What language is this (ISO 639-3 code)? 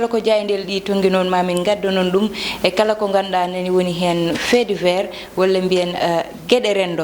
ful